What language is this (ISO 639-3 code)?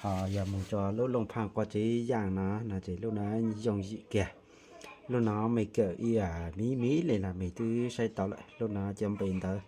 hmn